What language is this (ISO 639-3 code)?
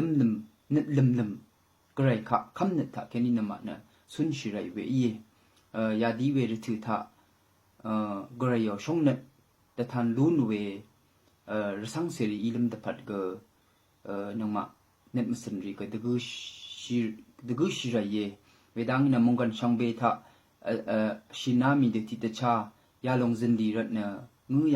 raw